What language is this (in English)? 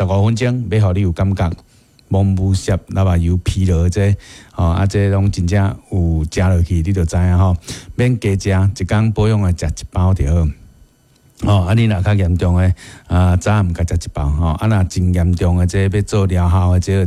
Min Nan Chinese